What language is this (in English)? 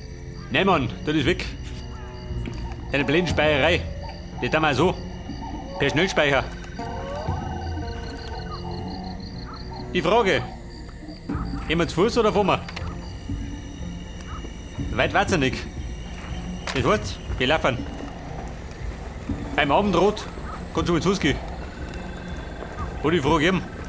German